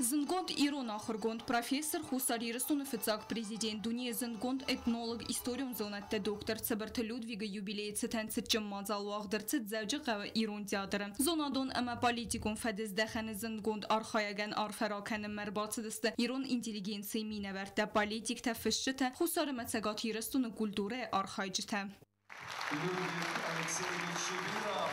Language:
Ossetic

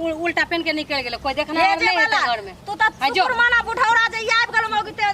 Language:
Maithili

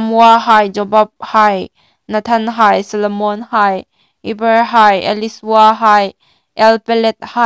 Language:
Hmar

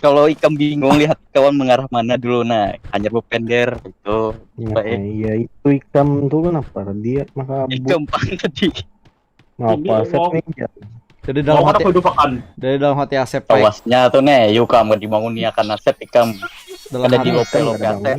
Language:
Banjar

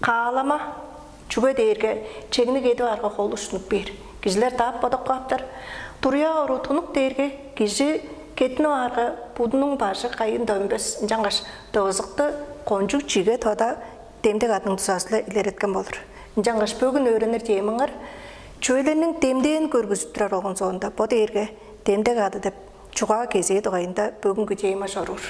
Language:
Tuvinian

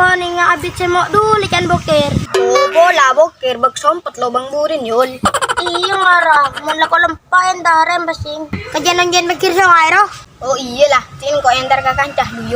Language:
Madurese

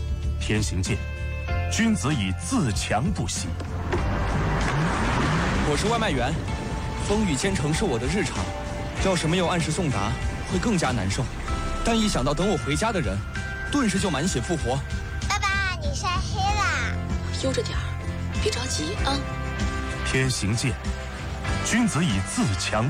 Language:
Chinese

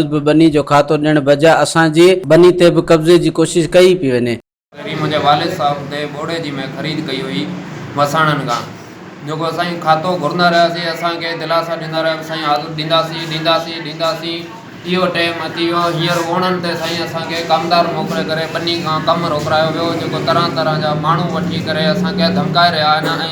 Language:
Sindhi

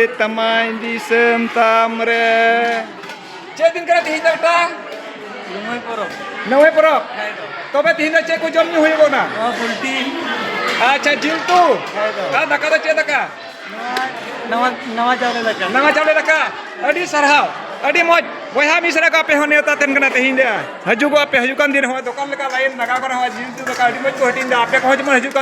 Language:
Santali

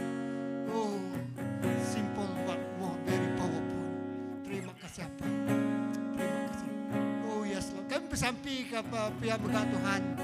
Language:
Iban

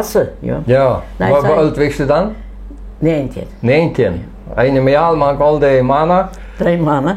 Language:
Plautdietsch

